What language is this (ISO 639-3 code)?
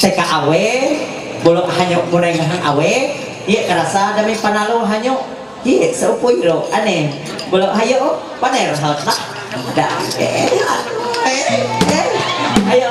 mhy